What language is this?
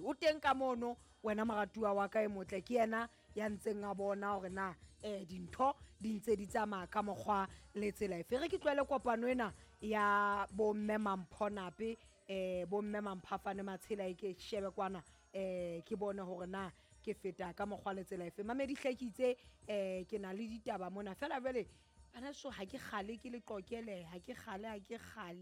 Southern Sotho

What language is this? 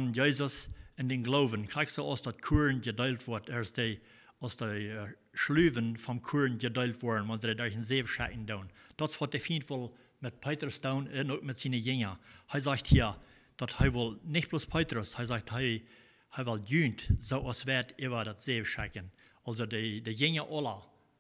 Plautdietsch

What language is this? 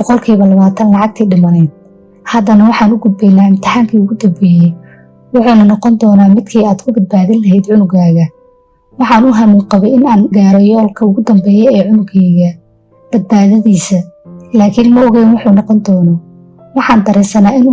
Somali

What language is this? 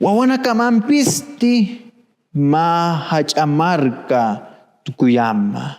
Aymara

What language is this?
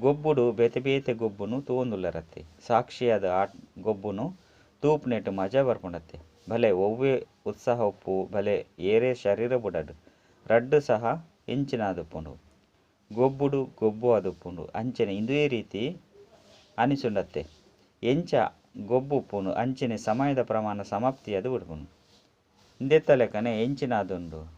Tulu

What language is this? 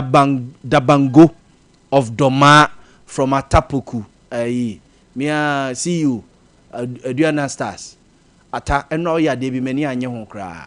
Akan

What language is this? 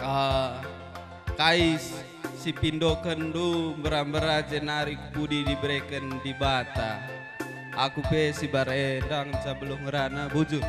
Batak Karo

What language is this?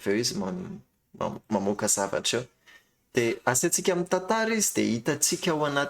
Malagasy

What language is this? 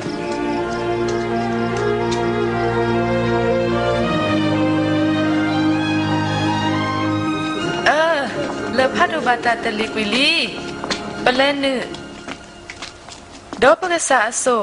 S'gaw Karen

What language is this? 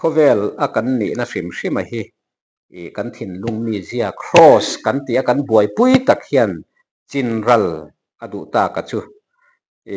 Mizo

